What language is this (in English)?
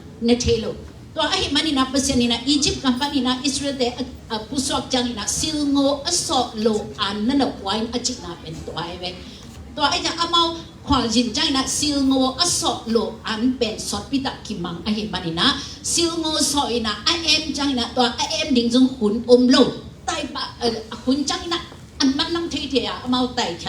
Tedim Chin